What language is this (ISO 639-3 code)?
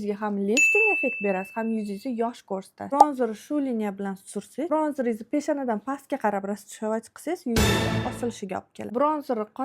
uzb